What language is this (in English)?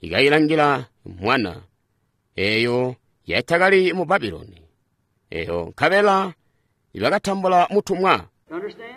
Tonga (Zambia)